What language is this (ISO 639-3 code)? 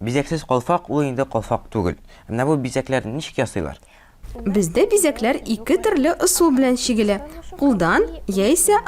tat